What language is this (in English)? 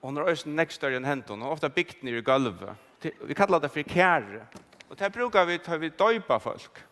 Faroese